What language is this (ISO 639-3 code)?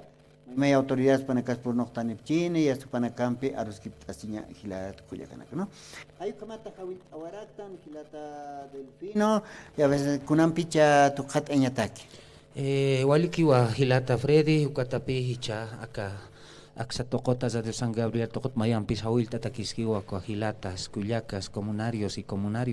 aym